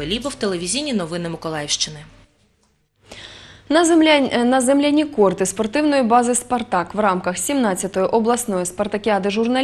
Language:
Ukrainian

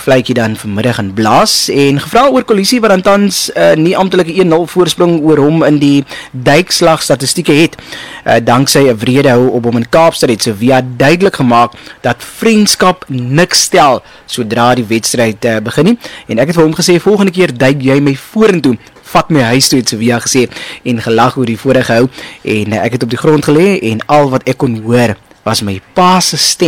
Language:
Afrikaans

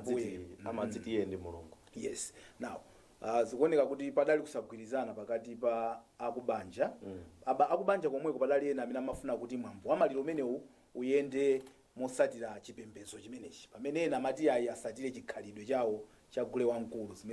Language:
Nyanja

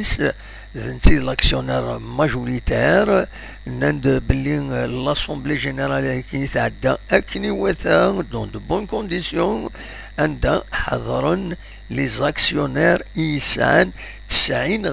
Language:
Kabyle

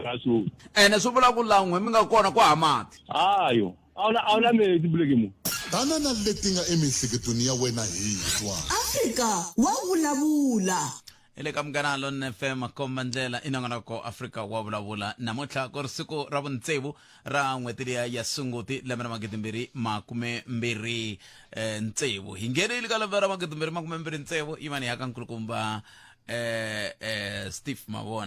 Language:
Tsonga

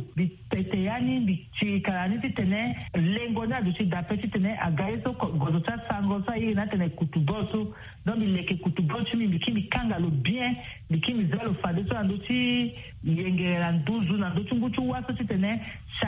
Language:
Sango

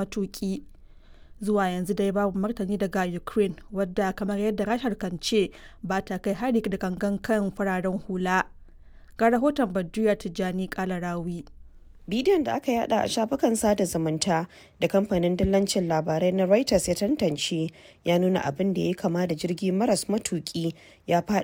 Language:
Hausa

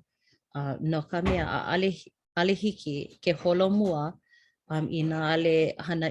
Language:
Hawaiian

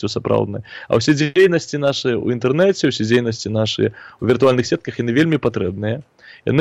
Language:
Belarusian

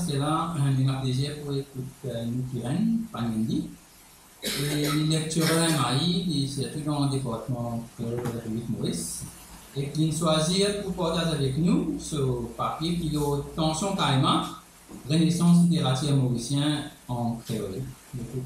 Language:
Morisyen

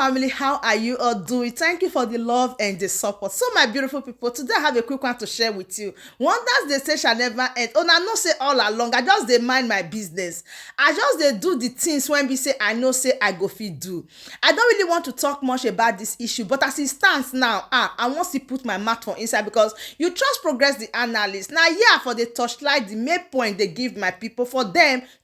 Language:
Nigerian Pidgin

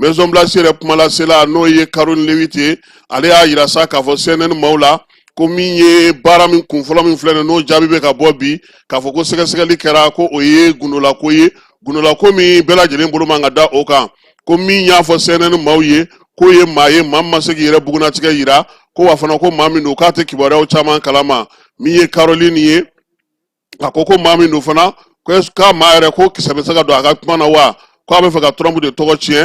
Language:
Bambara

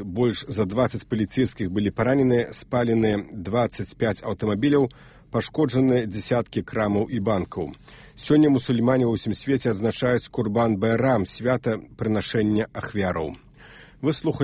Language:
Belarusian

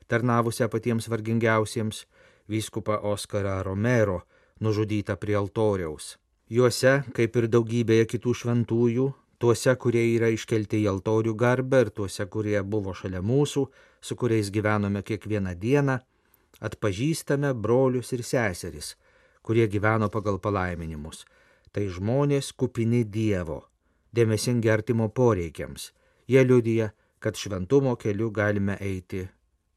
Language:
Lithuanian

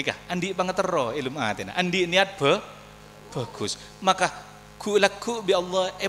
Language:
Madurese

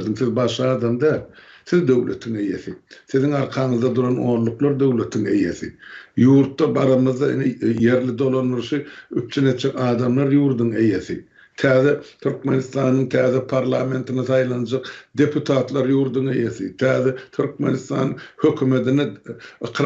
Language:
Turkmen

